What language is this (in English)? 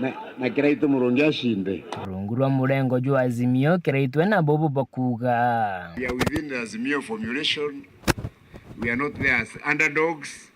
Meru